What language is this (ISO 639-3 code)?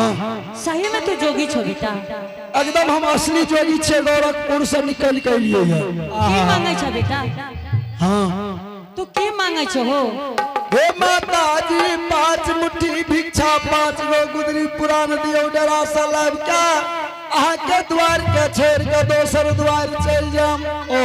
anp